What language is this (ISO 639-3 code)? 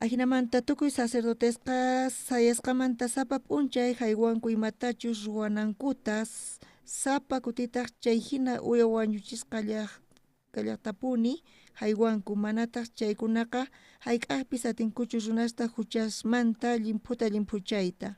quh